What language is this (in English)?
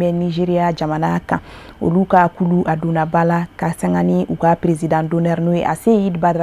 Bambara